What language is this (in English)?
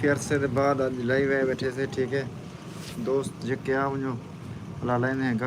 Saraiki